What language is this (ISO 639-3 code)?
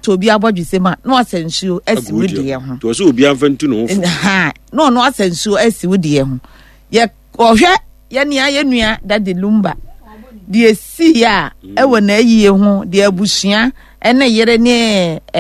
aka